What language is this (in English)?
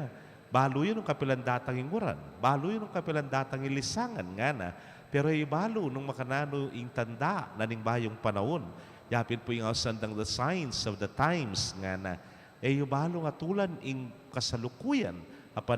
Pampanga